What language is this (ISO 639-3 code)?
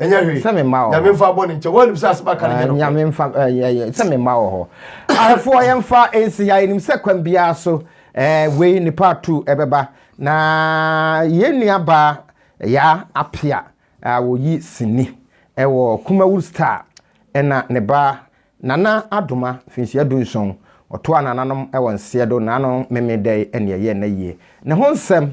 aka